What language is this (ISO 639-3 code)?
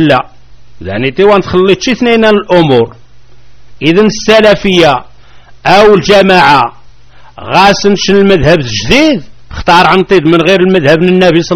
kab